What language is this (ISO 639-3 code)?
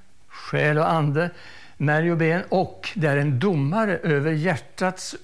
swe